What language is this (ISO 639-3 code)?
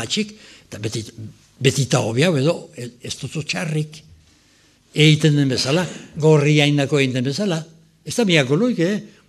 eus